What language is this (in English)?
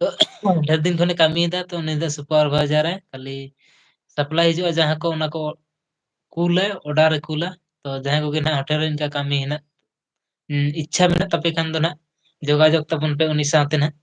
Santali